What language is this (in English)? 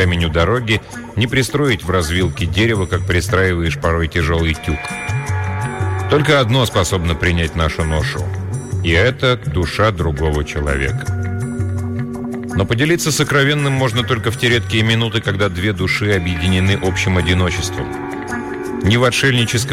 Russian